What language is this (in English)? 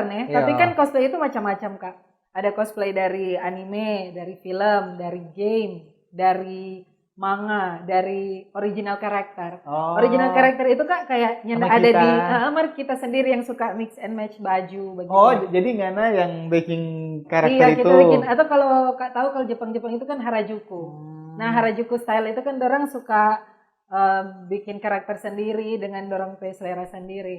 Manado Malay